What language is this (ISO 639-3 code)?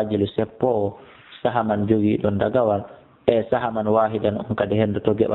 ful